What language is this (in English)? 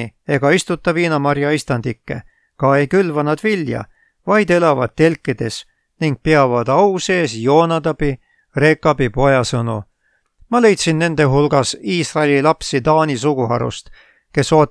Estonian